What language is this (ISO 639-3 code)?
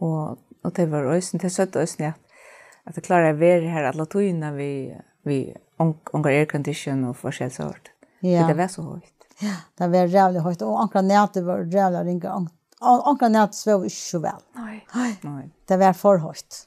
fao